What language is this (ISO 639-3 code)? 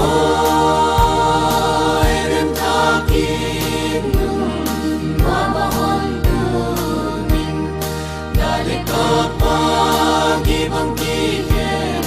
pck